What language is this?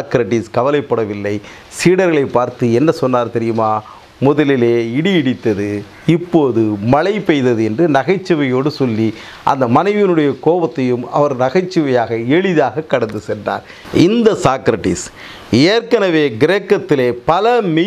Tamil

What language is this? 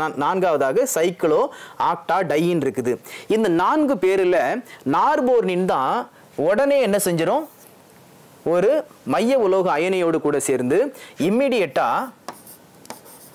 Tamil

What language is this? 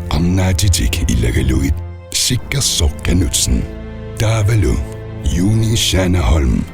Kalaallisut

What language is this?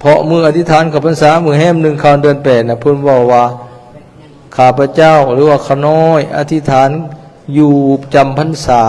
Lao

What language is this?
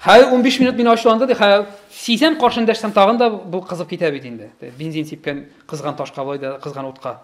Tatar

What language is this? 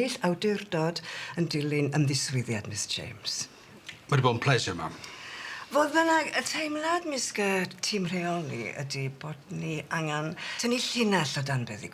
Welsh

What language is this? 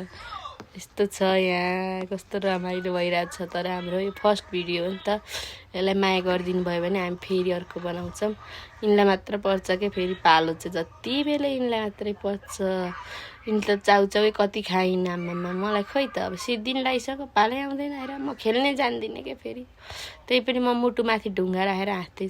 Nepali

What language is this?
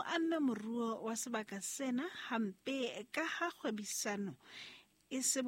Southern Sotho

